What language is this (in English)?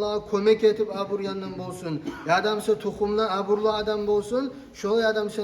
Kumyk